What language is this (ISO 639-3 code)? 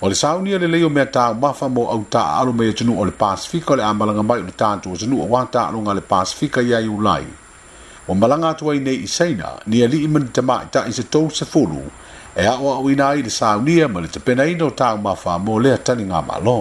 smo